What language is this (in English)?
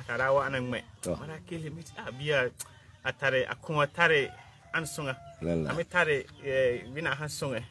Frafra